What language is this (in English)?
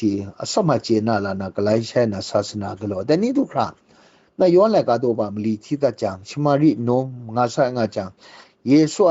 Kachin